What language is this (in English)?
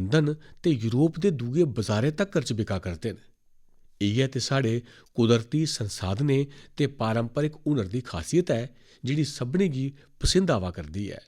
Dogri